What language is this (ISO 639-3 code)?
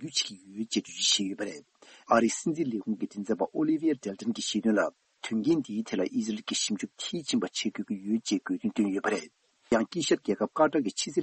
bod